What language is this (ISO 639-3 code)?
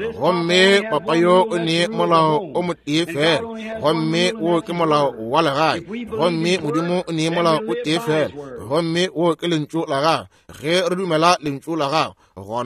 nso